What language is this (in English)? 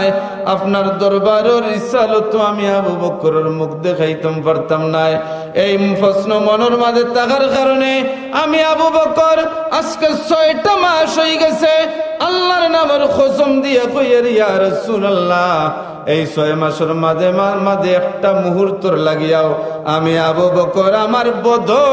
Sylheti